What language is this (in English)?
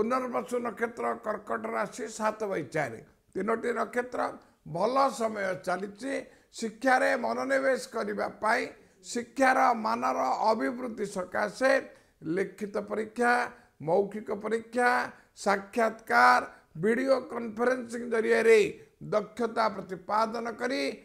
Odia